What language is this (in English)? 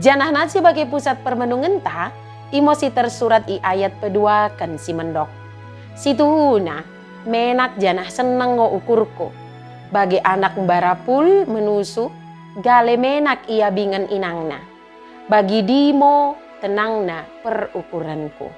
Batak Dairi